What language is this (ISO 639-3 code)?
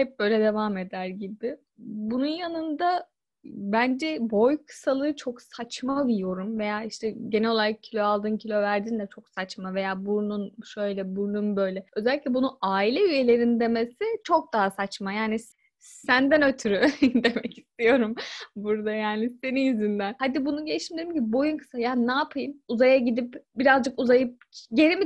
tur